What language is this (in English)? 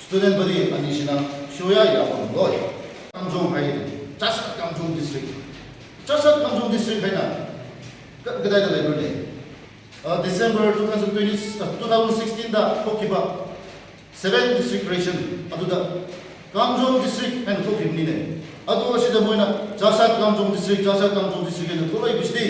Manipuri